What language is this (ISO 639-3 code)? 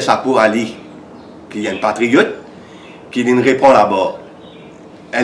mfe